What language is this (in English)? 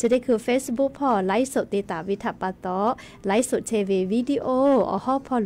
Lahu